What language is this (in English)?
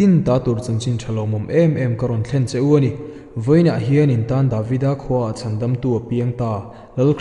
Mizo